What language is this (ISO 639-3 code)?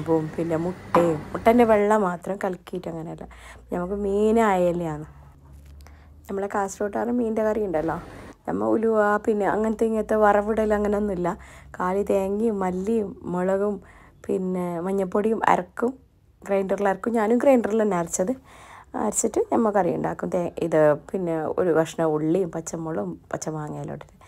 mal